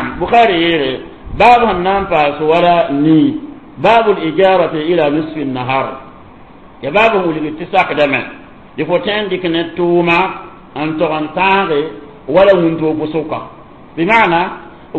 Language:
Mossi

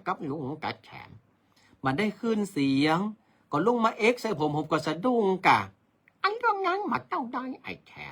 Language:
Northern Thai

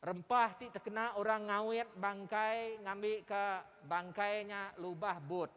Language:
Iban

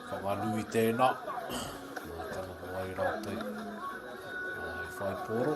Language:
Māori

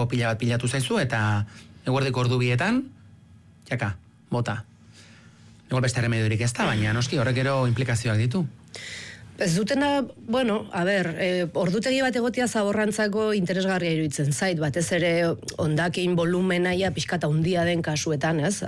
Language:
Basque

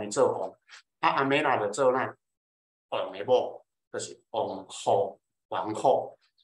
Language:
Min Nan Chinese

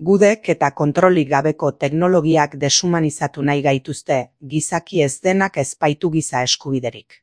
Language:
Basque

